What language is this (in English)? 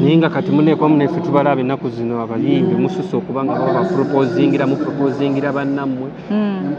Ganda